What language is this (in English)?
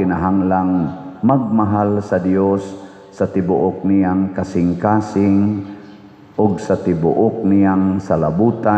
Cebuano